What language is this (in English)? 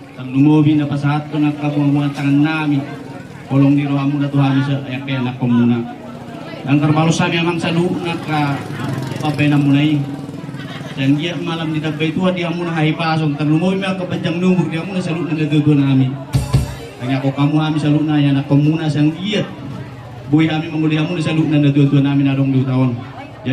Batak Toba